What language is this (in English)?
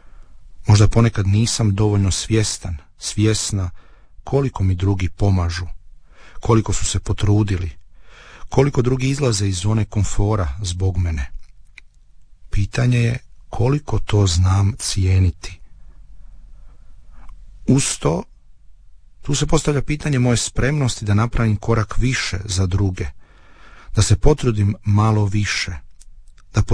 Croatian